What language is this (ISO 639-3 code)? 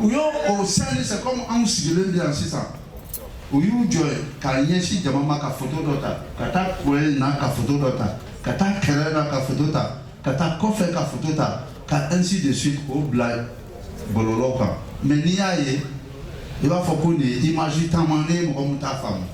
bam